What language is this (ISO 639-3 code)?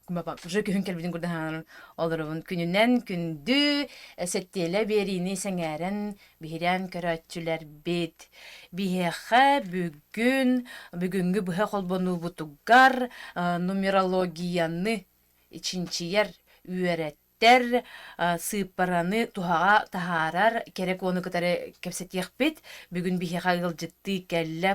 sah